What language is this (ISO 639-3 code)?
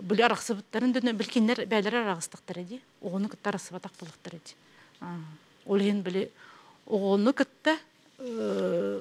sah